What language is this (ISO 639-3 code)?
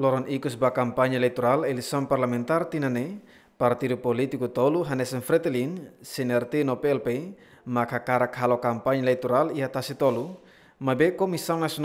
tet